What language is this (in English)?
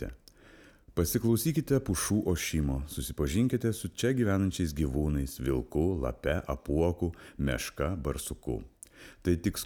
Lithuanian